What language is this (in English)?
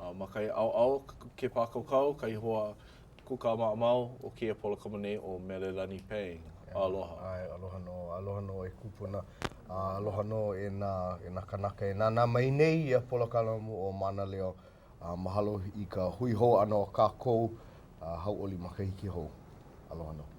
Hawaiian